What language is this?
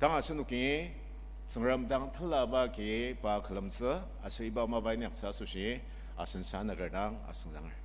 Ao Naga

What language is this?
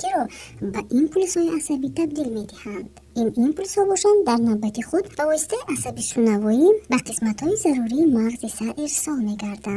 Tajik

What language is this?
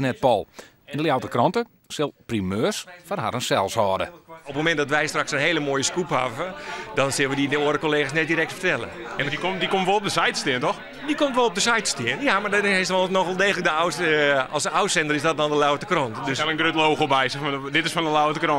Western Frisian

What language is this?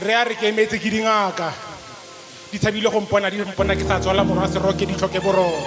Tswana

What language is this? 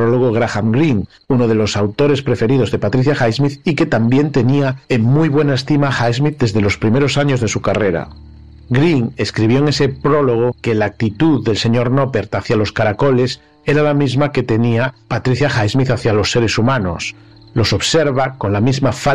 Spanish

